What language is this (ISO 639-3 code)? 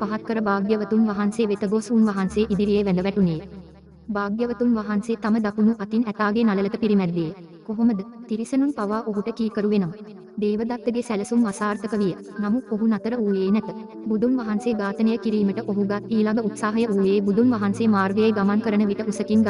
sin